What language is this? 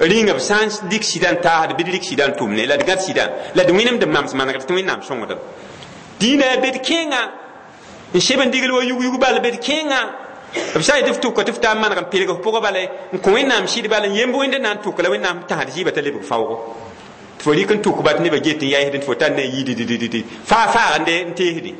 Mossi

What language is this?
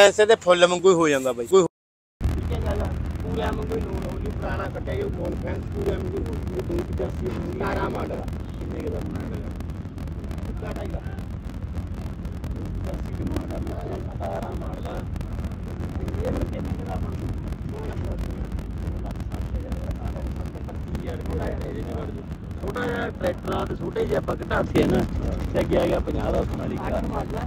Punjabi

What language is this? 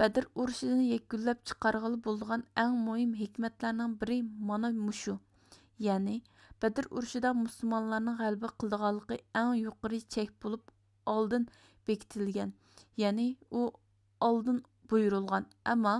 Uyghur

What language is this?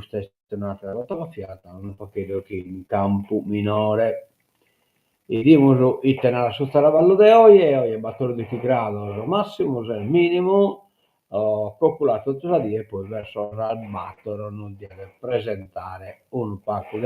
Sardinian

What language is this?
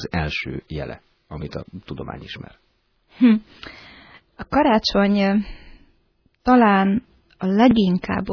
Hungarian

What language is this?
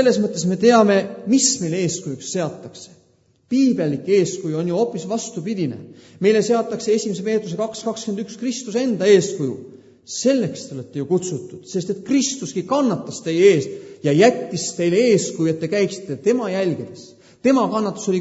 Estonian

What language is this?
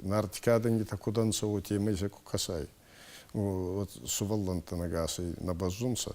Ossetic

